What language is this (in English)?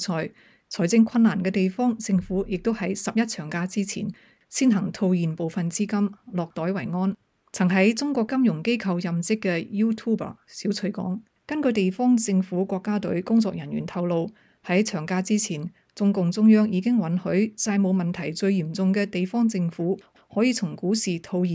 Cantonese